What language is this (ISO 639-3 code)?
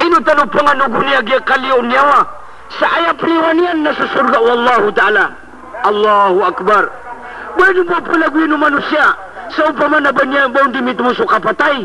mrw